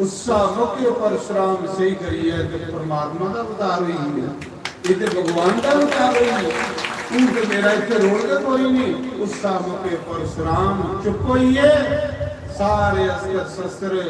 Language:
Dogri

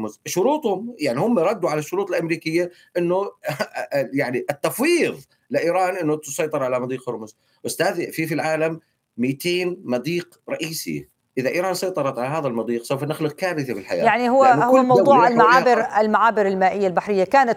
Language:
Arabic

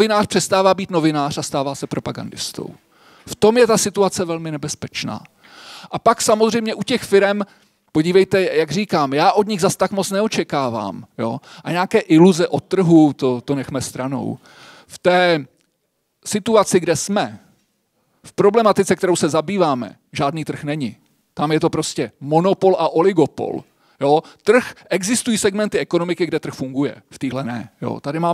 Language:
Czech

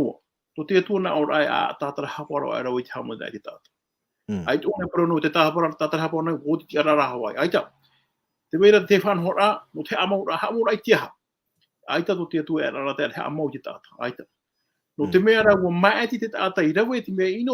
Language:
Tahitian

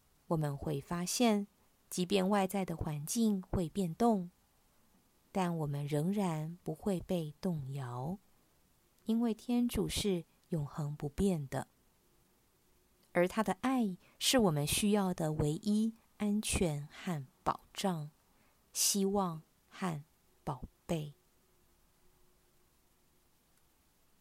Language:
Chinese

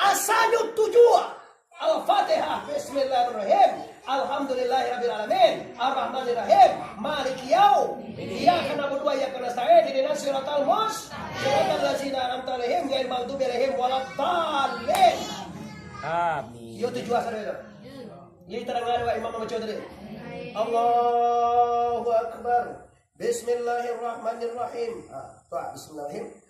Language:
Minangkabau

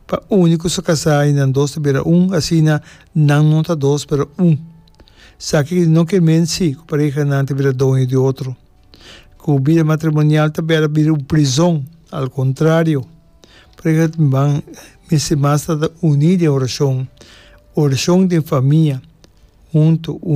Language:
Papiamento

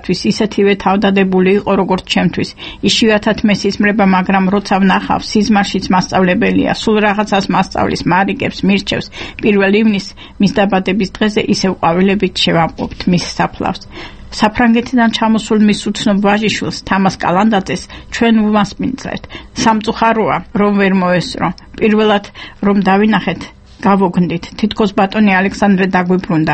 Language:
Georgian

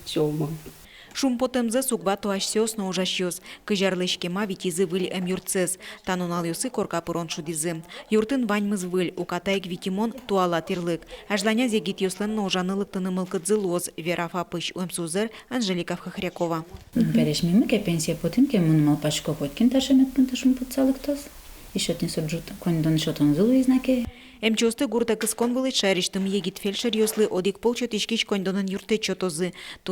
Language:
Udmurt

